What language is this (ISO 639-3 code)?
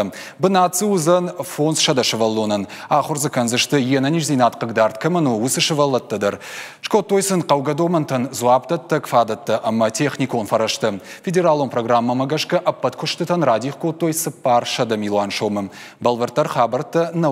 oss